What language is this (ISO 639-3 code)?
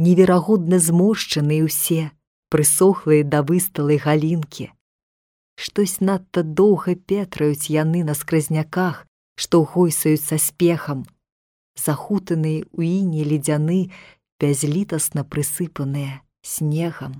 bel